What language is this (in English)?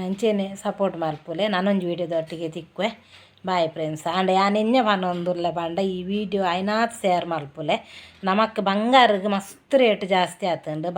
Tulu